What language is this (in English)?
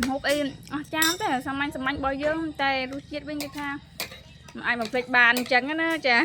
Khmer